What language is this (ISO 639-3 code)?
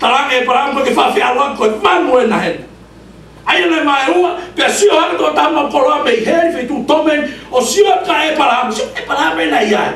ton